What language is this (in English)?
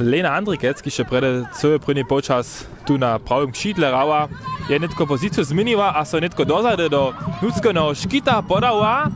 Upper Sorbian